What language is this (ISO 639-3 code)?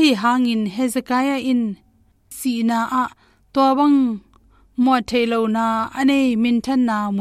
ctd